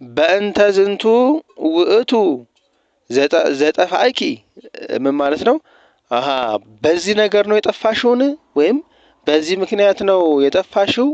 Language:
Amharic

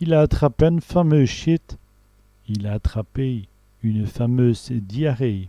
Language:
Walloon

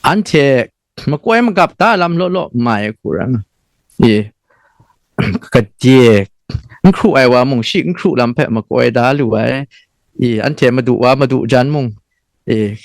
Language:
Kachin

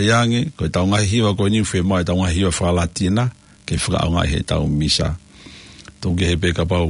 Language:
Tongan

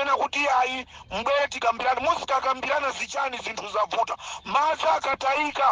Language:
Nyanja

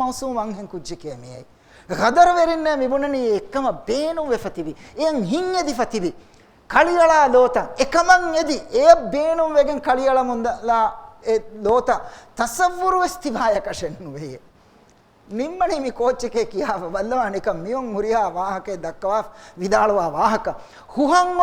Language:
Divehi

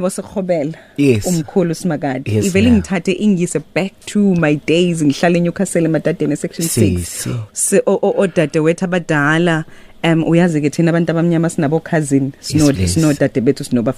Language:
Zulu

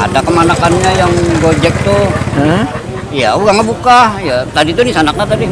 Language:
Banjar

